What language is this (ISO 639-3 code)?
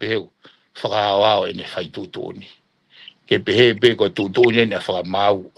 ton